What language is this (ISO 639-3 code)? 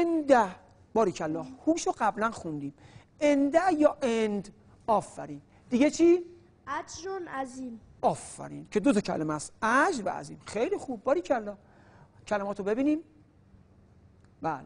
fas